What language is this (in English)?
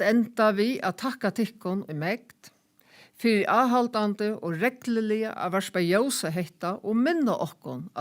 Faroese